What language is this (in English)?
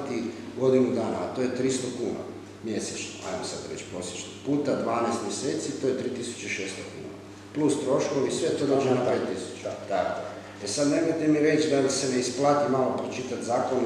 Croatian